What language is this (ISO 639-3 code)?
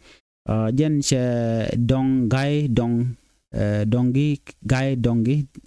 nus